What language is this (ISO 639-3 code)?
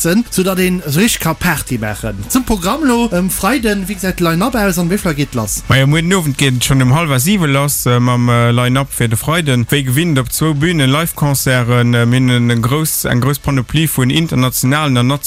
ltz